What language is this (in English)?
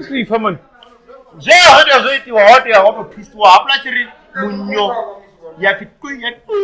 Venda